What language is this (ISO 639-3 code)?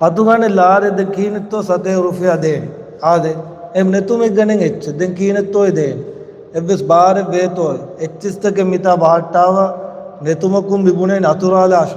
div